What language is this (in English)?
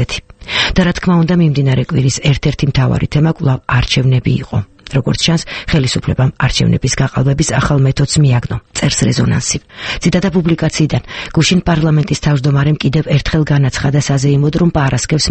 Georgian